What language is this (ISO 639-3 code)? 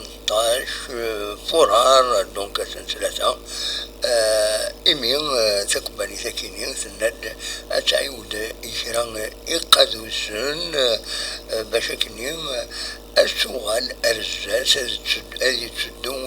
kab